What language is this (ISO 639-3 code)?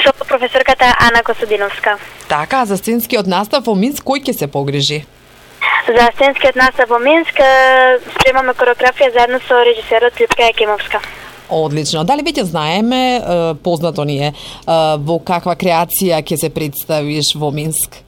mkd